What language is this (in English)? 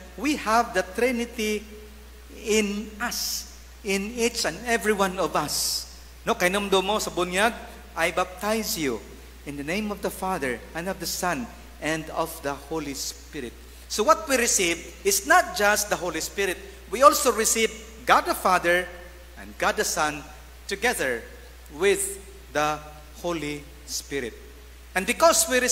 Cebuano